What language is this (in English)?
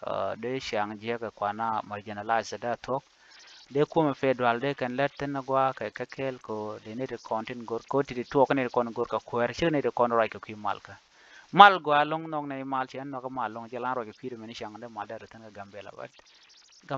Nuer